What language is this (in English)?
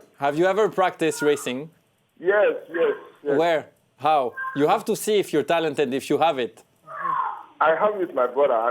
Nigerian Pidgin